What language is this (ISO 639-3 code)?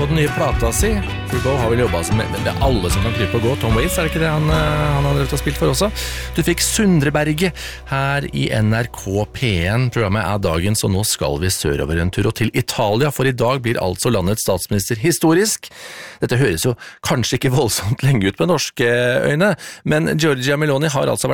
nor